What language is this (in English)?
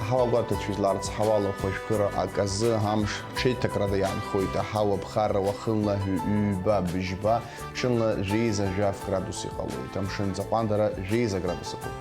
Abkhazian